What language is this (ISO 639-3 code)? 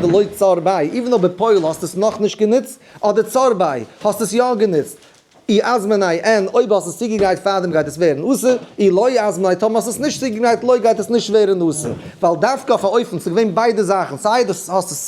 yid